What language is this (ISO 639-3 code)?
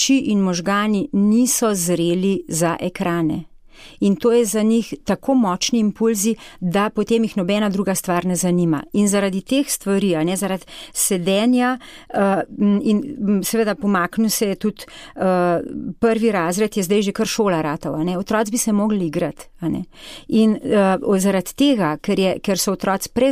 slv